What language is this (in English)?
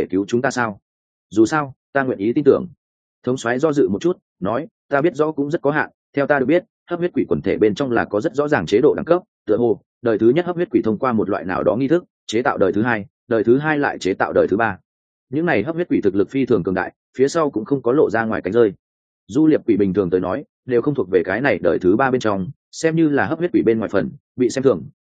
Vietnamese